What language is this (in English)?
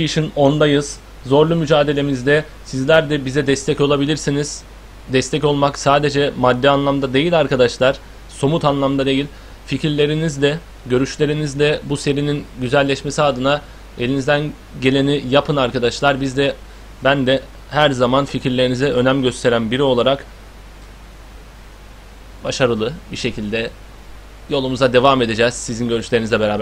Turkish